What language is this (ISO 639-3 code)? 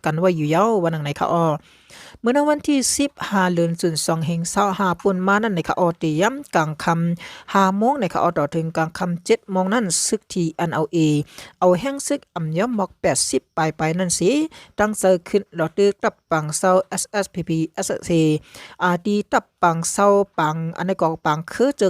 shn